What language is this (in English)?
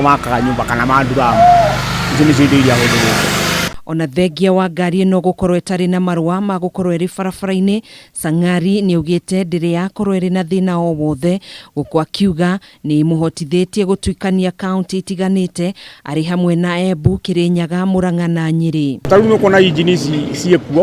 Kikuyu